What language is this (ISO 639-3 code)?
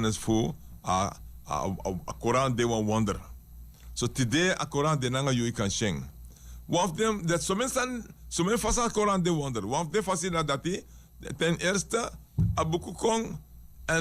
srn